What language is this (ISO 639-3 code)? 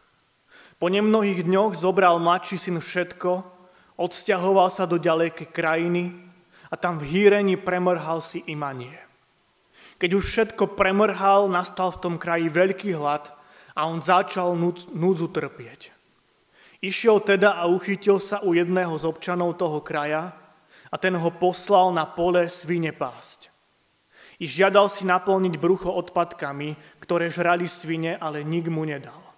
slk